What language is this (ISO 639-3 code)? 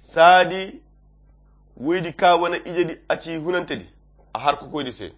khq